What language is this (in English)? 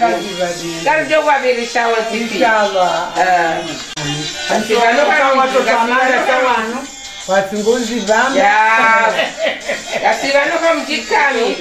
Swahili